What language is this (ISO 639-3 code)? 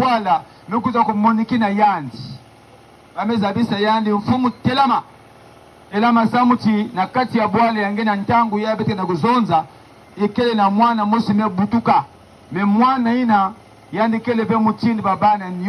ktu